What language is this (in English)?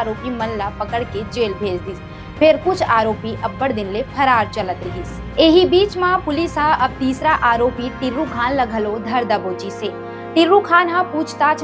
Chhattisgarhi